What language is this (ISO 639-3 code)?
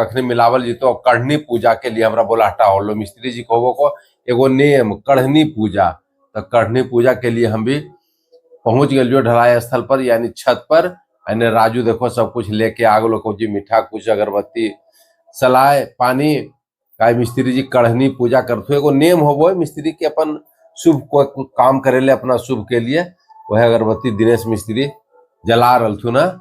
mag